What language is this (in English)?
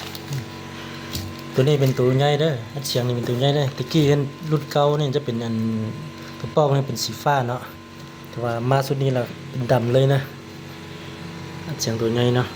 Lao